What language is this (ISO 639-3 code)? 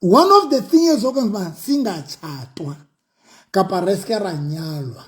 sot